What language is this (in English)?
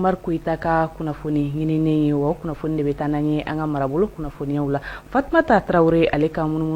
Bambara